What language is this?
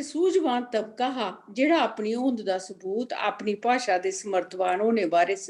Dogri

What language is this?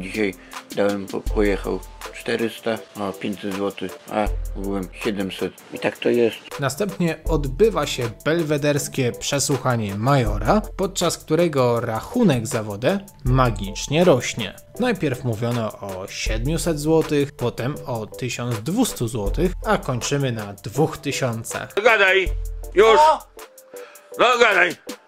Polish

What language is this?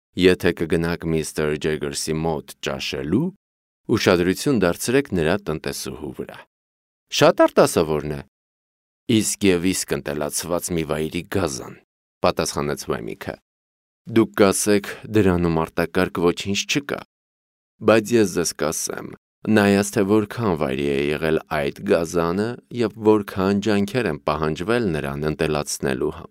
Armenian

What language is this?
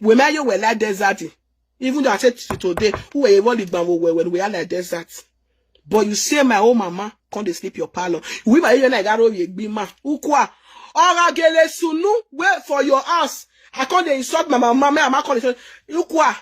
Nigerian Pidgin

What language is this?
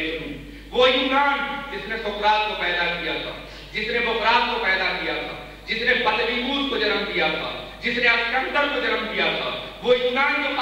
Urdu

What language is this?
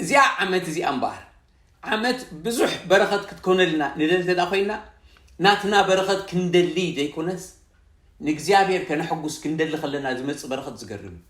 Tigrinya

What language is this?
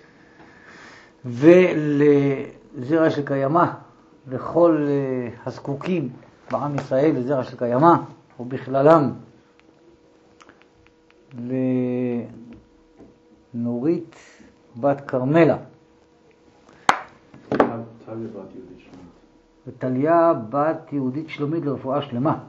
Hebrew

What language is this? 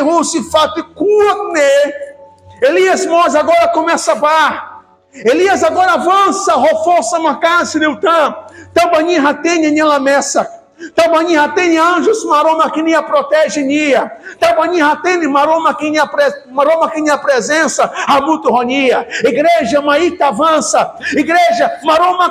Tetum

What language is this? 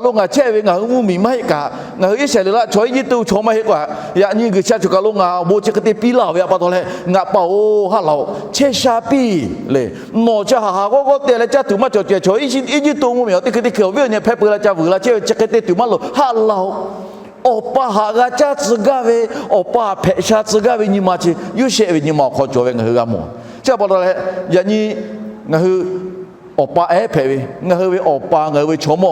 Lahu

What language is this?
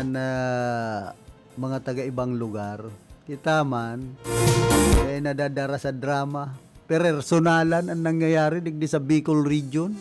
Bikol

